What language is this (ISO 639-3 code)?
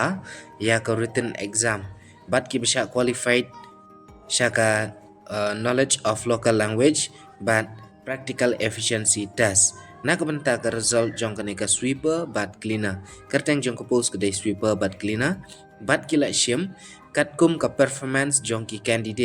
kha